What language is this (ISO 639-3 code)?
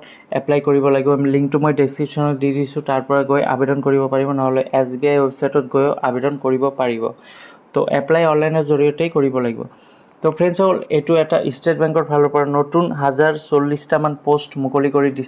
asm